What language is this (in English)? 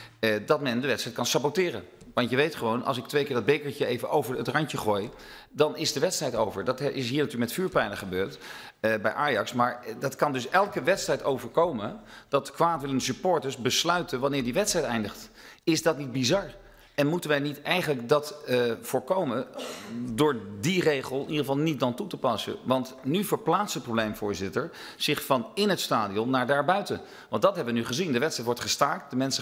Dutch